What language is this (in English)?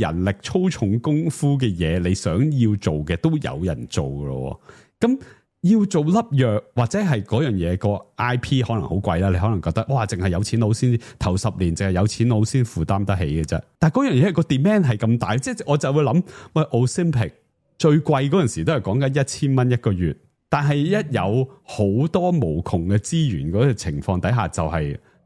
Cantonese